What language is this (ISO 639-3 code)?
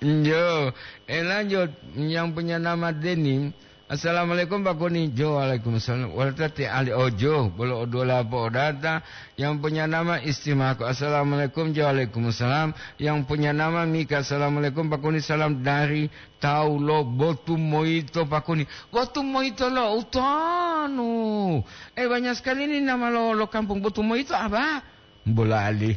gor